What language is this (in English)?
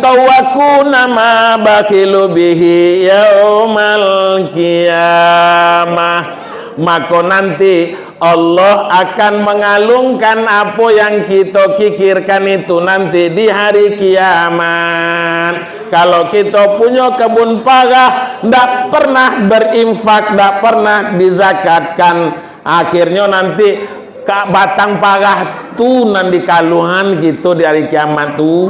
Minangkabau